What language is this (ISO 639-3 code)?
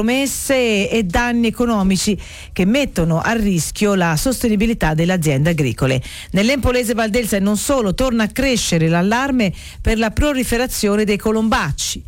ita